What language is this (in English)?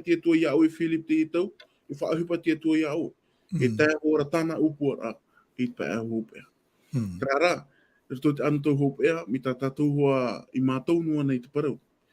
Tahitian